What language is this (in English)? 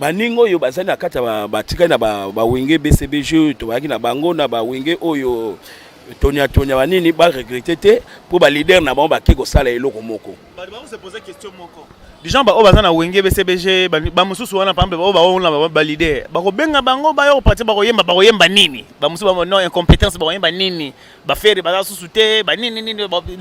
Lingala